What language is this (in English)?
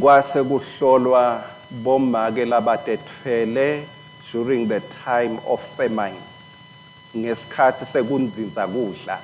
Swati